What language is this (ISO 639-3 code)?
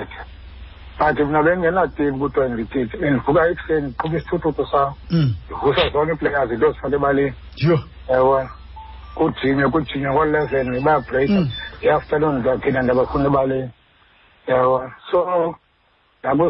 xho